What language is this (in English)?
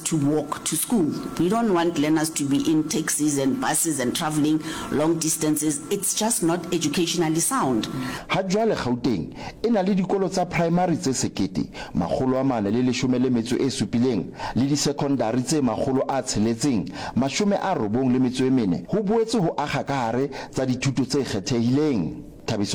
Northern Sotho